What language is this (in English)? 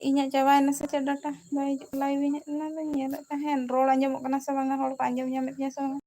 Santali